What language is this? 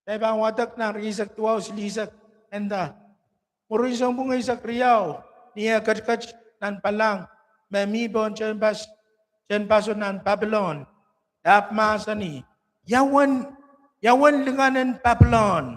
Pohnpeian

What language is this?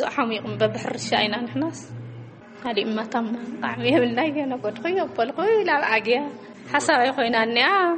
Tigrinya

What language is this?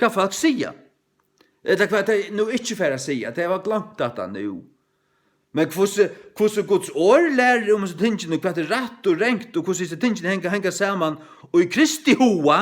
Faroese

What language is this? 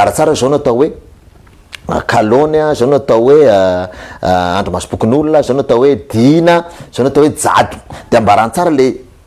Malagasy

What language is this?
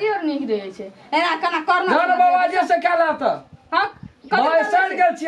Maithili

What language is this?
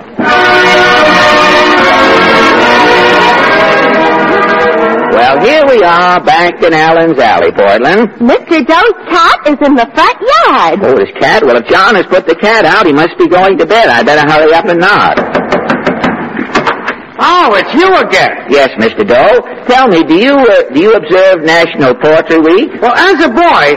English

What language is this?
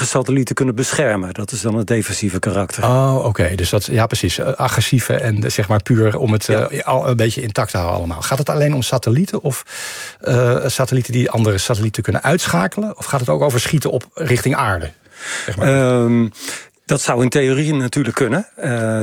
Dutch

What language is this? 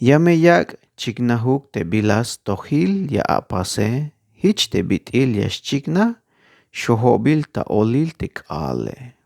Tzeltal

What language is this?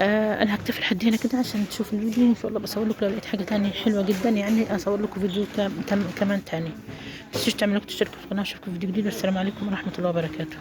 Egyptian Arabic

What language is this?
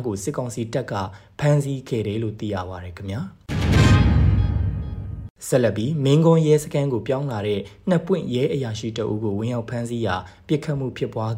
Burmese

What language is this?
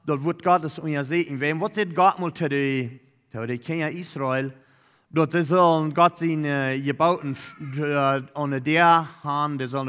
Plautdietsch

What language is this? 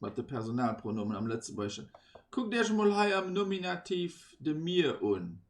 Luxembourgish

